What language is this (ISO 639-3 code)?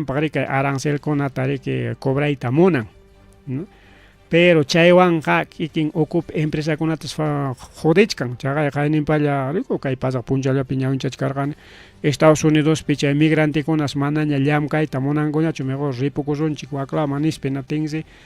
quy